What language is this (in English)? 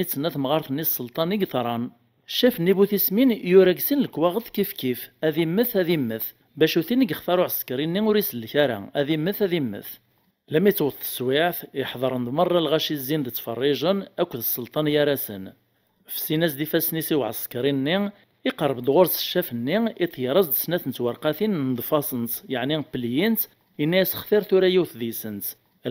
Kabyle